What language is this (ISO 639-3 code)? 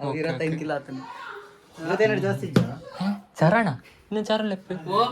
tcy